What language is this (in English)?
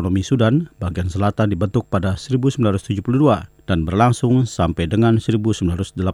Indonesian